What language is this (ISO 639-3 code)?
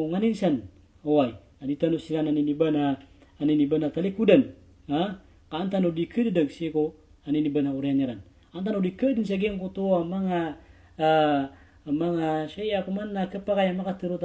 mrw